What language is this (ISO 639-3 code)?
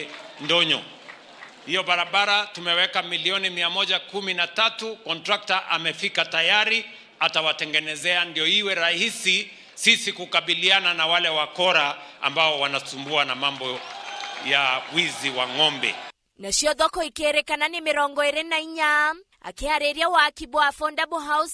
mer